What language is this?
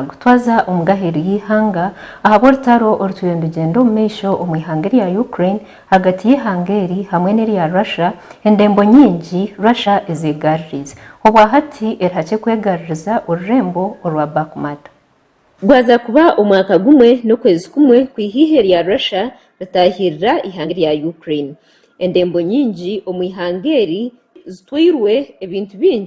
Nyankole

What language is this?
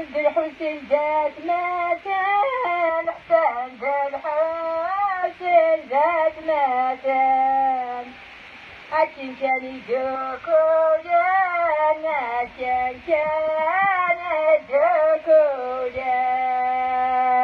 Kabyle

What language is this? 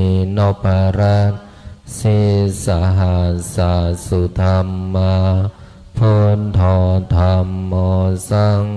Pali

